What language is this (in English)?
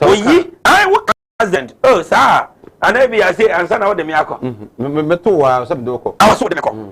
Akan